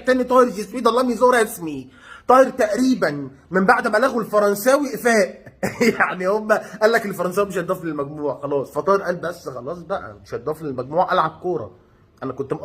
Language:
Egyptian Arabic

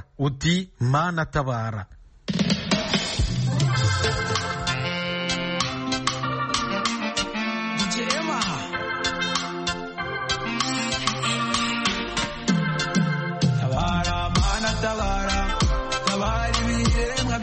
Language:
Kinyarwanda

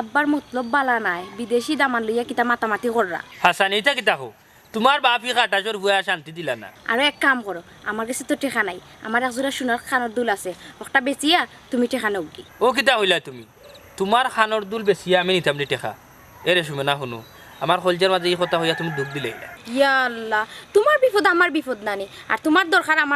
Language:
Sylheti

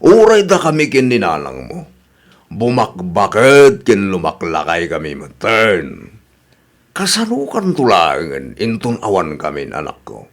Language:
Iloko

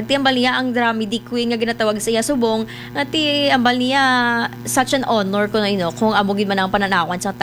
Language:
Hiligaynon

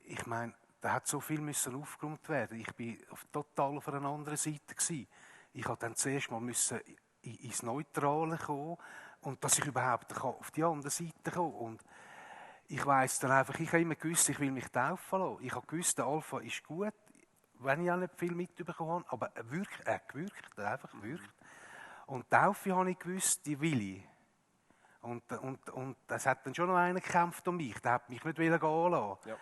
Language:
Swiss German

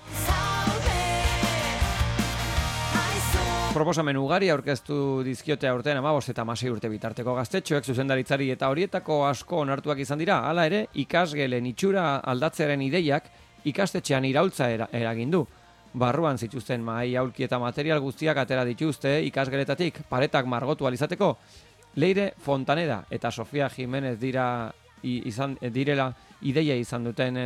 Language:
Basque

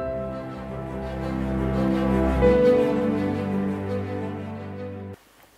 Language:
French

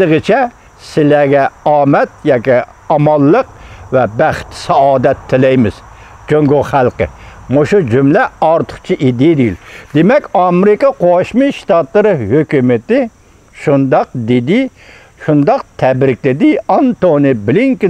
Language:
Uyghur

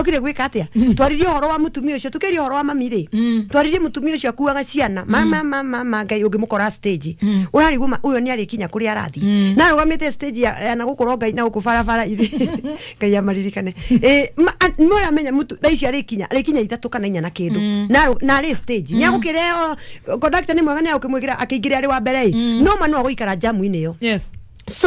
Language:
Kikuyu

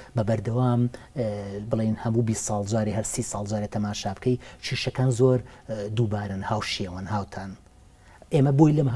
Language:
Central Kurdish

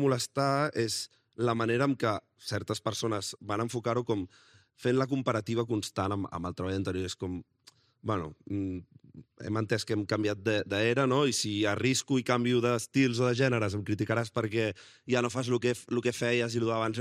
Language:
Catalan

